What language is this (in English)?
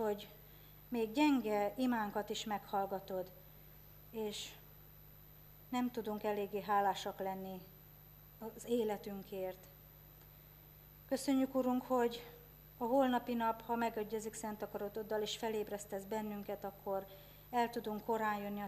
Hungarian